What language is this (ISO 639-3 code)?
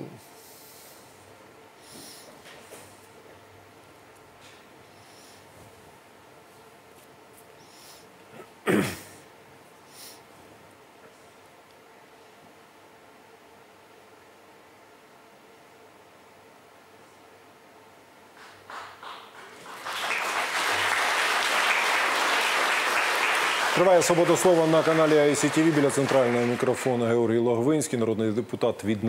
ukr